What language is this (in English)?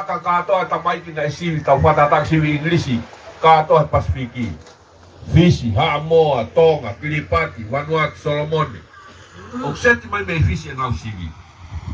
Tongan